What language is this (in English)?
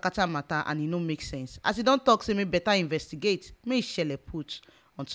Nigerian Pidgin